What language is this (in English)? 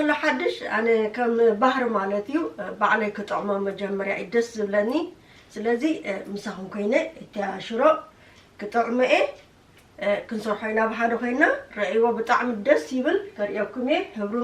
Tigrinya